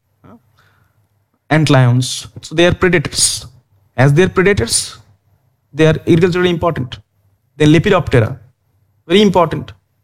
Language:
Hindi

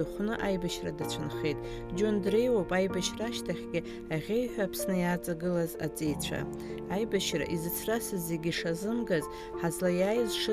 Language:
Abkhazian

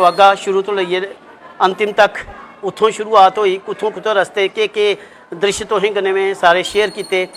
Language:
Dogri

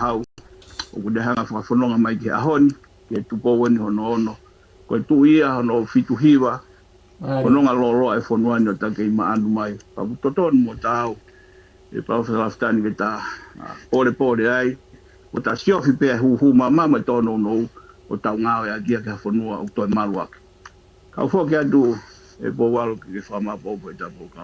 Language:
Tongan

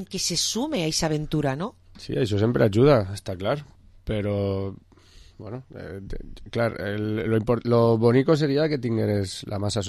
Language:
Catalan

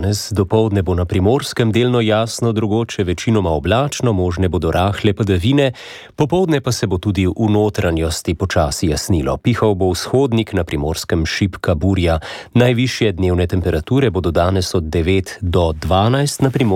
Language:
Slovenian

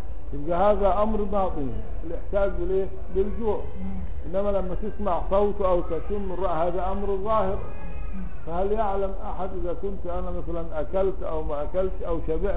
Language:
Arabic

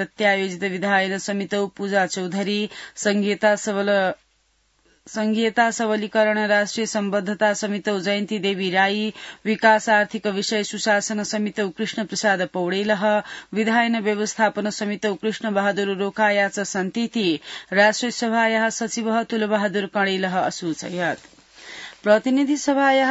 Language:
Sanskrit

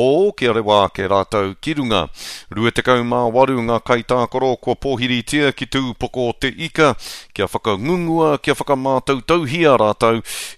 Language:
Māori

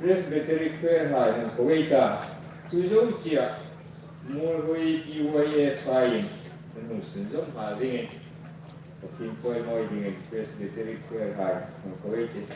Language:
Hmar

